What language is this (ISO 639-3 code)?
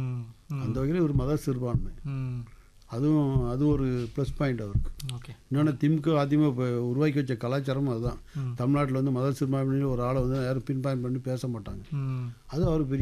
tam